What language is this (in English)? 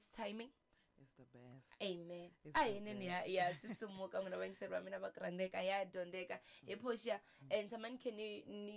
Tsonga